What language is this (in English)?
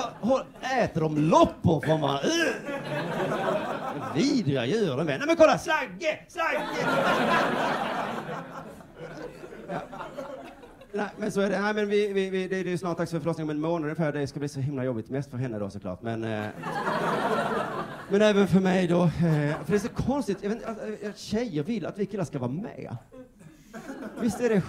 Swedish